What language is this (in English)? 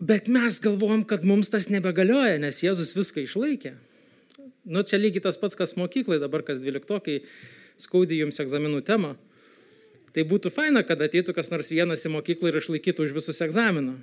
Lithuanian